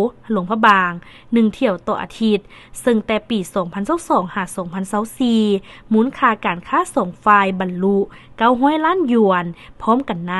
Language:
Lao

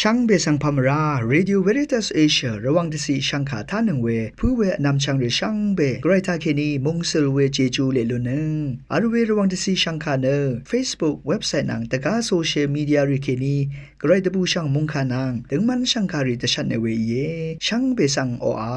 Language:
Rawang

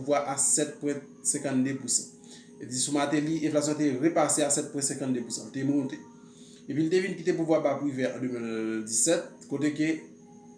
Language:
Haitian Creole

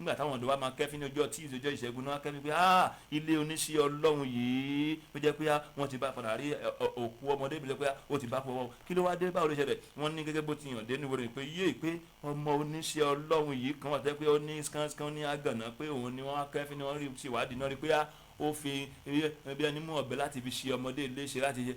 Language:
Yoruba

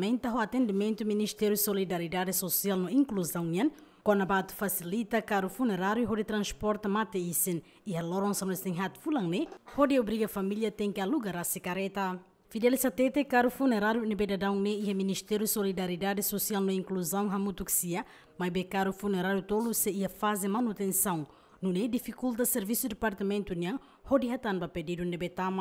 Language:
Tetum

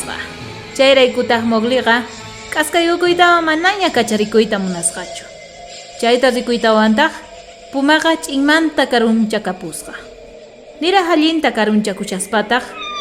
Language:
South Bolivian Quechua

